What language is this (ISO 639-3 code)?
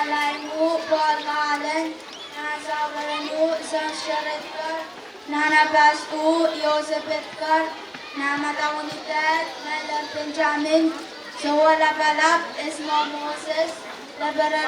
pon